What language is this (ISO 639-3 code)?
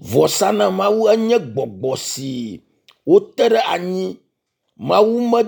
ewe